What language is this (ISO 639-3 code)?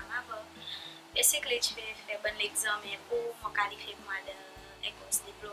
crs